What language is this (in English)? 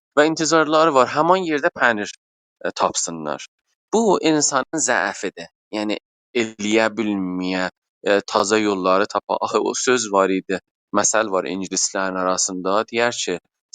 South Azerbaijani